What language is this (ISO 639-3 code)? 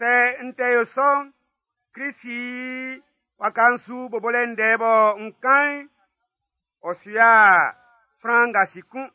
bci